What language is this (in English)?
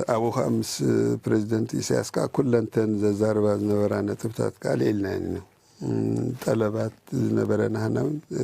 Tigrinya